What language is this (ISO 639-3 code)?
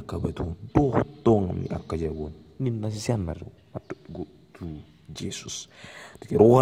bbc